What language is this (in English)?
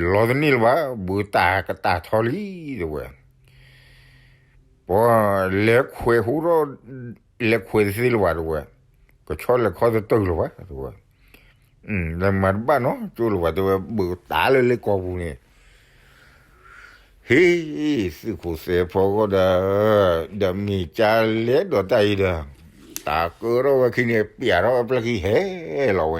S'gaw Karen